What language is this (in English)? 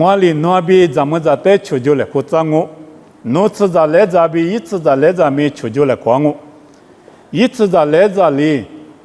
Lisu